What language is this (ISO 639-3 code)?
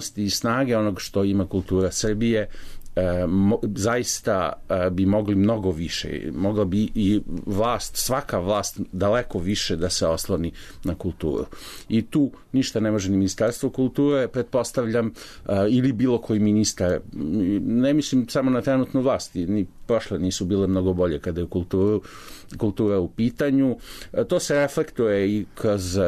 srp